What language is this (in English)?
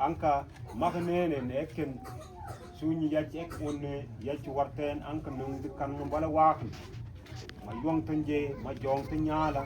Mabaan